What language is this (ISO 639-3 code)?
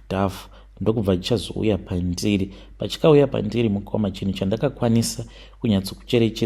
sna